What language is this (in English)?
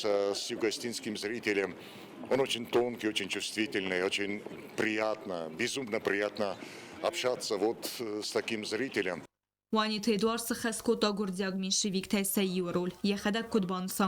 Ossetic